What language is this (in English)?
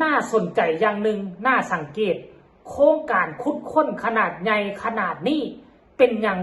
Lao